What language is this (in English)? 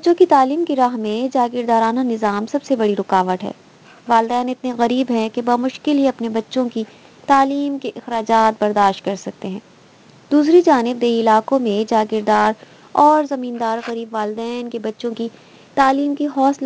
Urdu